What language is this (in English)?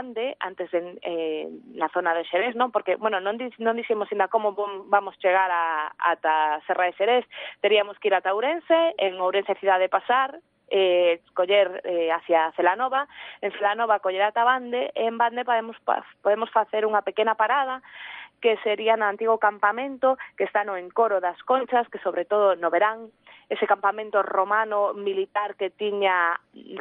Galician